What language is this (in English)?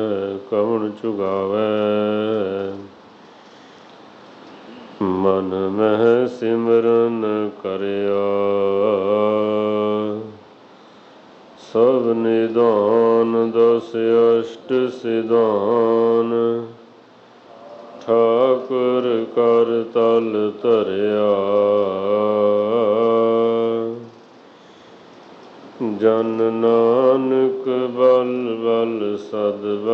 Punjabi